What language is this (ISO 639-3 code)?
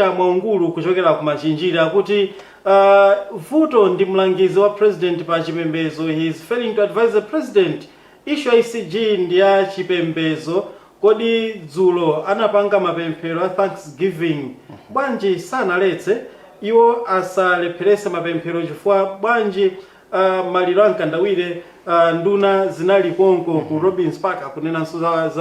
nya